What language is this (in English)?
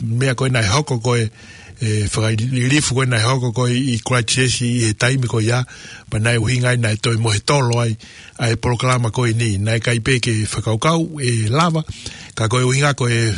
Tongan